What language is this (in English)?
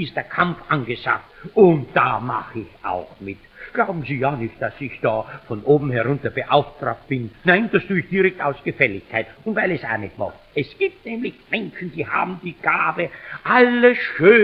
Bavarian